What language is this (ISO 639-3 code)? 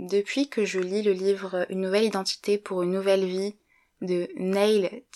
fra